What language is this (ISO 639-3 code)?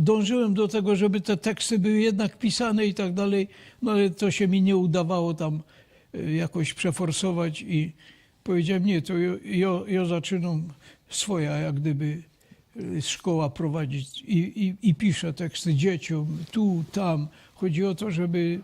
szl